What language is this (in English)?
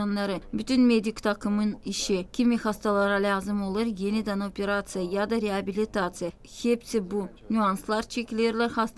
Gagauz